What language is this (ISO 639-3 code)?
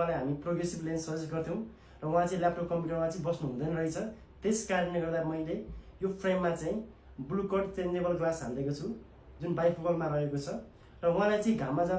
nep